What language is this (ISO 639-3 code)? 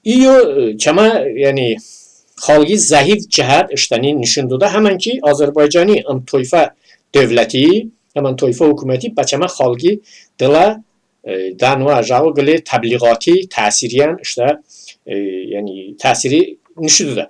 tly